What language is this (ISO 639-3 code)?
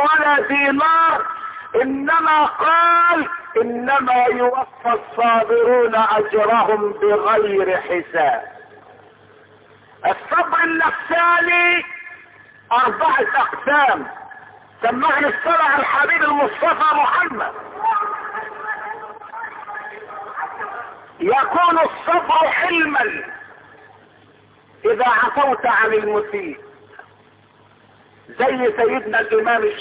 ara